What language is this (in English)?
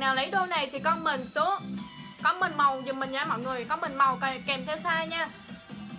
Vietnamese